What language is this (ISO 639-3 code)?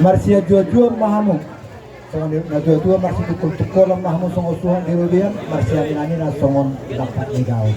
bbc